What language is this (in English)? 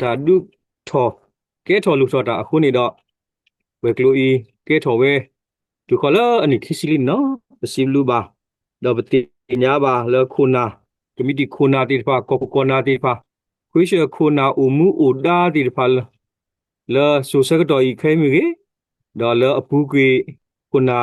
S'gaw Karen